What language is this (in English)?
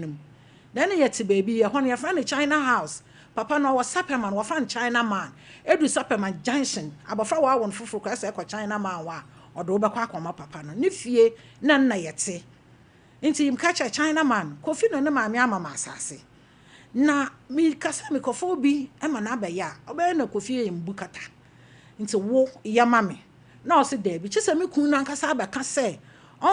Akan